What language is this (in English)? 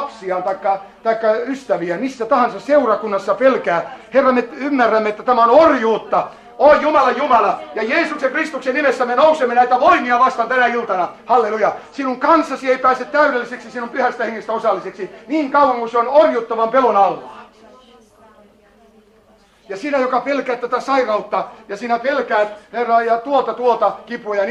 Finnish